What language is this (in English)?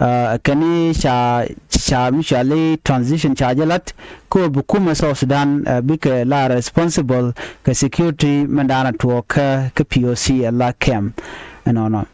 Nuer